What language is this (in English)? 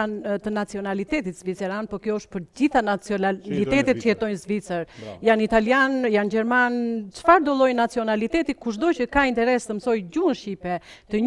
Albanian